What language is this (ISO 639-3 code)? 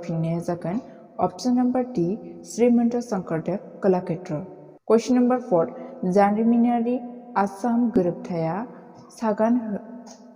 brx